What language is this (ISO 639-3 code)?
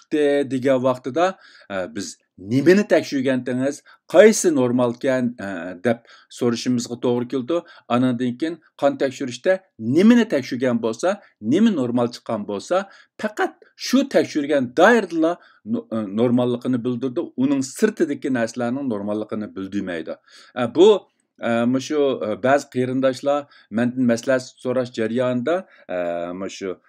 uig